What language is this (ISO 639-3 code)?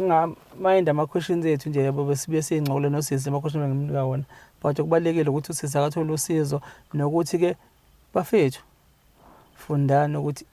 zul